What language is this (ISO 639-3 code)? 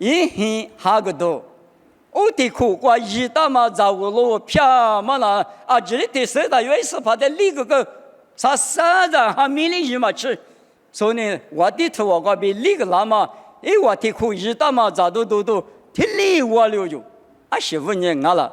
lis